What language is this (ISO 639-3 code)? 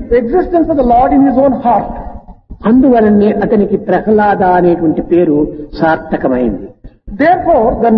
tel